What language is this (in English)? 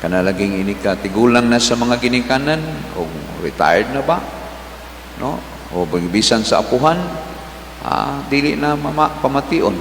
Cebuano